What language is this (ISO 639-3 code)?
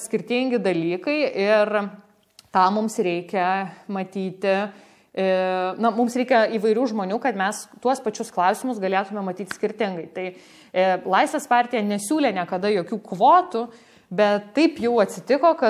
lit